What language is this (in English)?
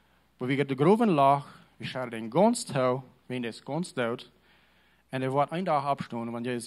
Plautdietsch